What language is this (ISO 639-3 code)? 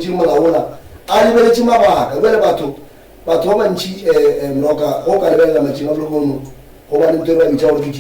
nso